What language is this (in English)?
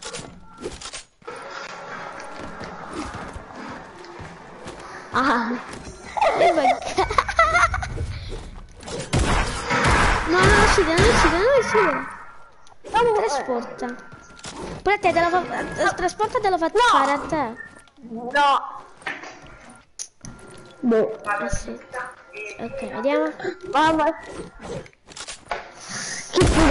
Italian